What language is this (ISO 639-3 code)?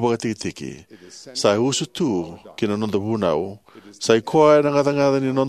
fij